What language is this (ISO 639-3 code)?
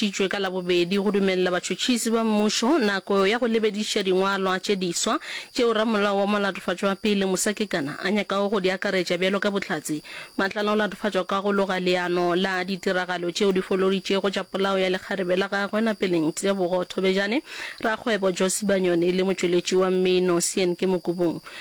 nso